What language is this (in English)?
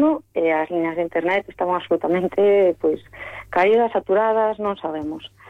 Galician